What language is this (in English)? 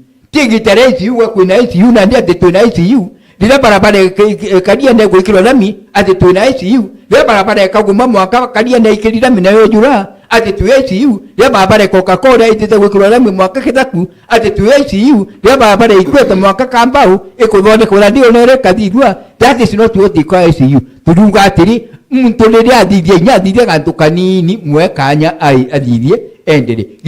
Meru